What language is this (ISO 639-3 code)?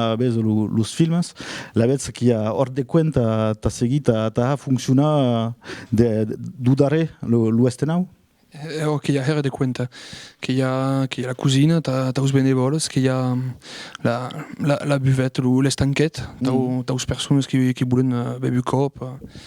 oci